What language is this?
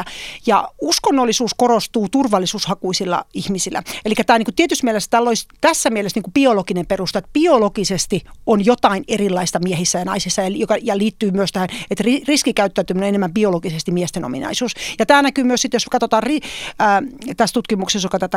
Finnish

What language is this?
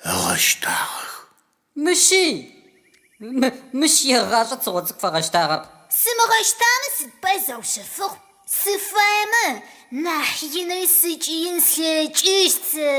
Adyghe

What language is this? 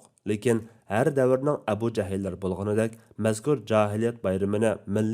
Uyghur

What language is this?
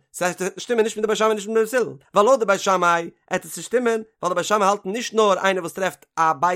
Yiddish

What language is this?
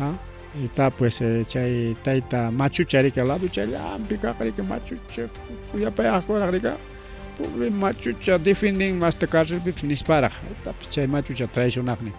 Ayacucho Quechua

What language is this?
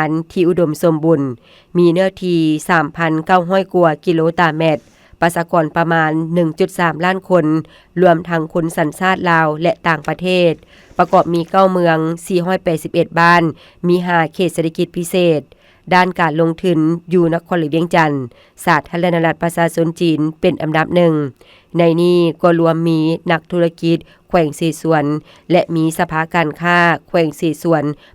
Lao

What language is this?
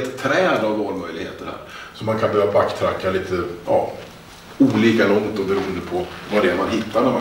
Swedish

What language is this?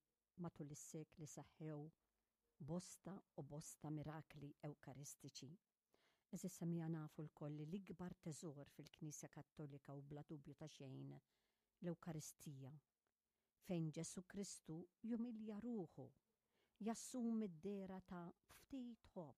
Maltese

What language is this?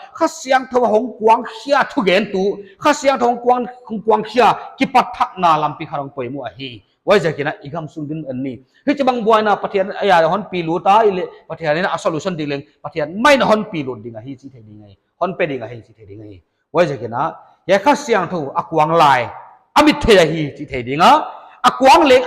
Paite Chin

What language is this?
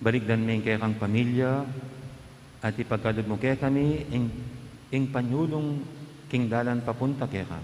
Pampanga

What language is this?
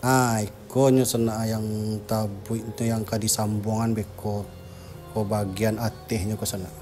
Minangkabau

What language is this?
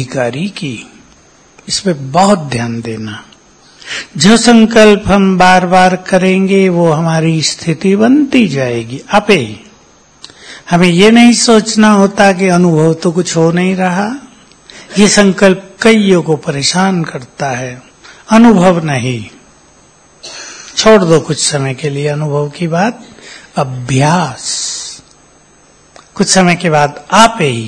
Hindi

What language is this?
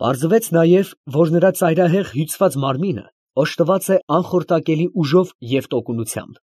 Armenian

